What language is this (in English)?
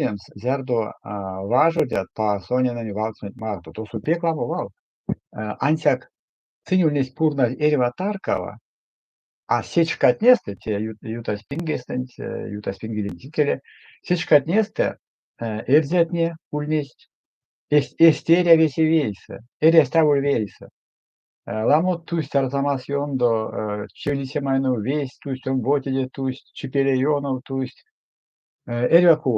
Erzya